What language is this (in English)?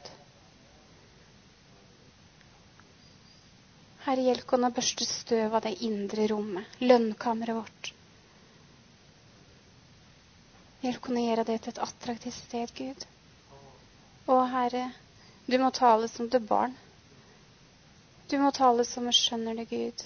Norwegian